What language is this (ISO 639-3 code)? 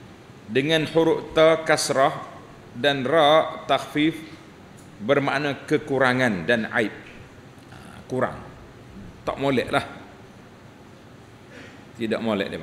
msa